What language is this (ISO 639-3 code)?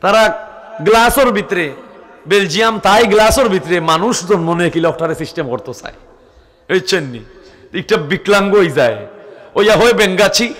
syl